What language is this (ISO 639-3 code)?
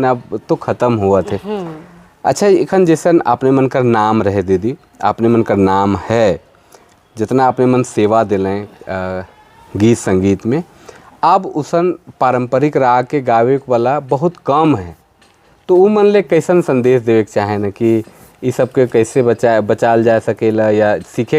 sck